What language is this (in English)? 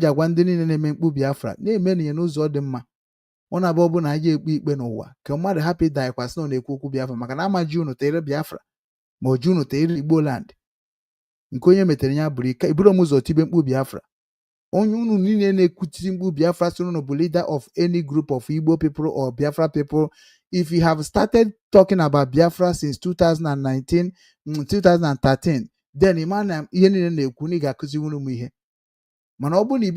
Igbo